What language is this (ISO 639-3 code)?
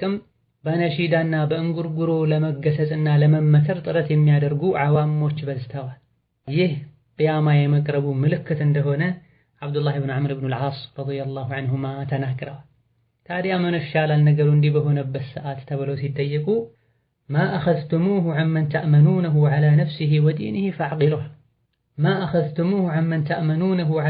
amh